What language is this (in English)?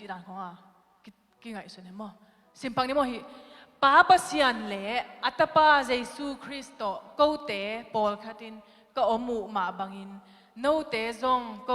Tedim Chin